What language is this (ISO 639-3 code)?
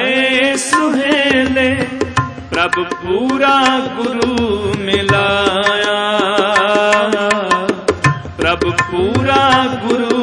pan